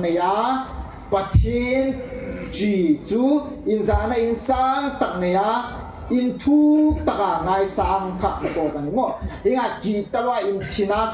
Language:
Hmar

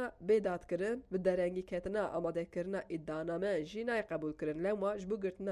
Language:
Kurdish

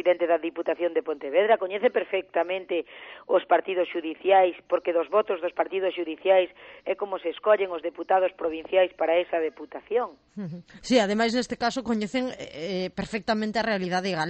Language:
Galician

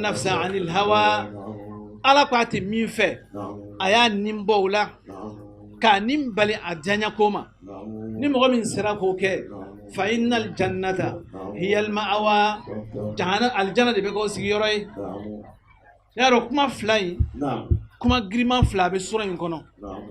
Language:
Bambara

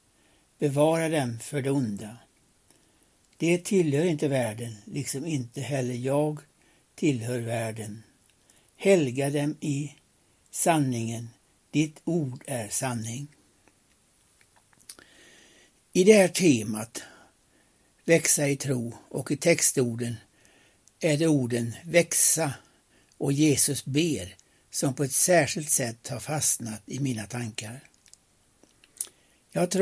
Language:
Swedish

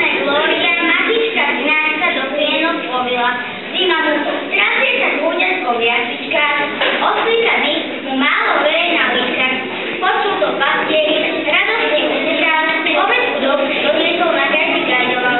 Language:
Slovak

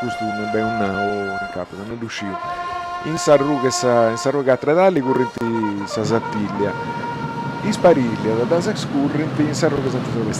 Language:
Sardinian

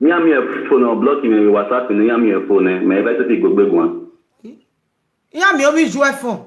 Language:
Nigerian Pidgin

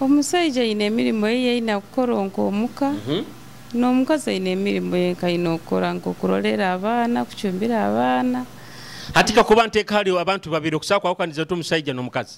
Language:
Nyoro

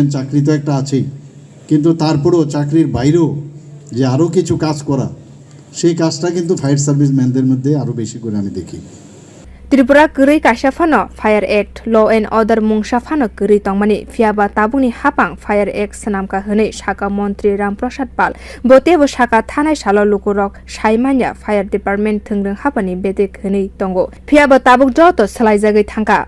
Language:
Kok Borok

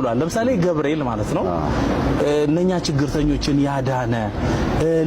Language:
Amharic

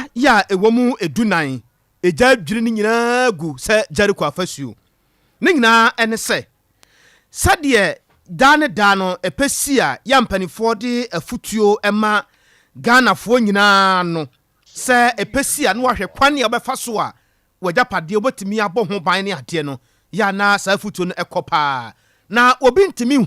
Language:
Akan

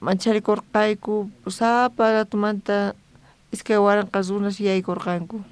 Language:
South Bolivian Quechua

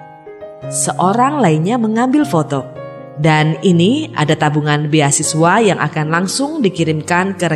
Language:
Indonesian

